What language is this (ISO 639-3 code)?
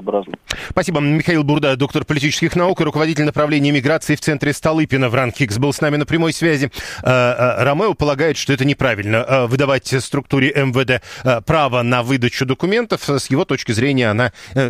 rus